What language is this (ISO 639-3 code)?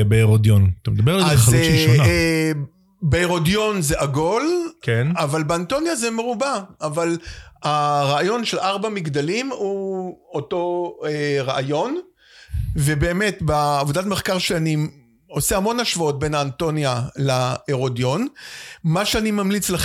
heb